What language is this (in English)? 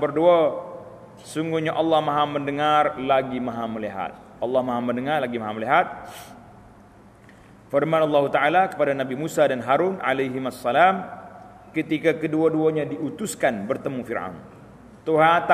Malay